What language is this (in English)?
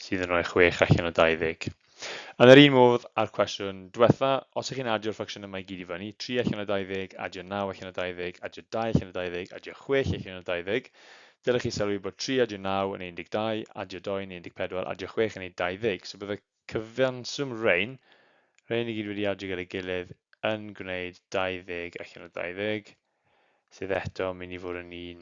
Welsh